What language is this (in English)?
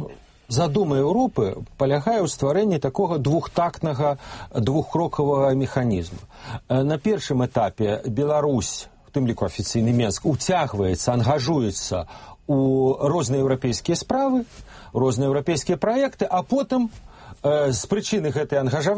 Belarusian